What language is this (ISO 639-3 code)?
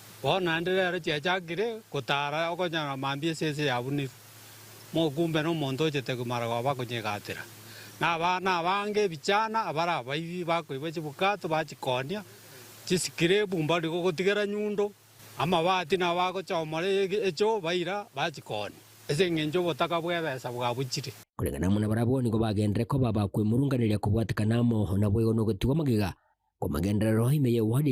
guz